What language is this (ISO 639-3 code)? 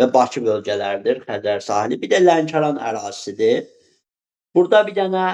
aze